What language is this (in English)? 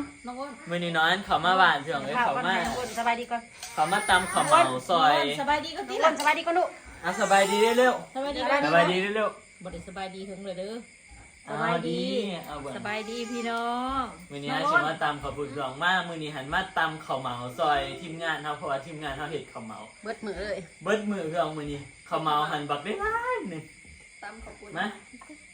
Northeastern Thai